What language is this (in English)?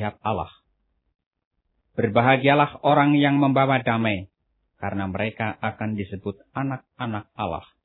Indonesian